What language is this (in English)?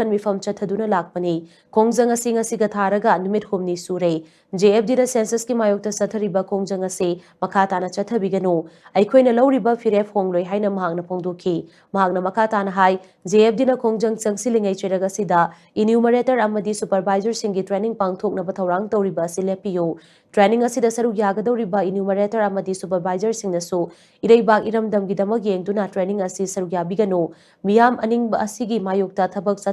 Manipuri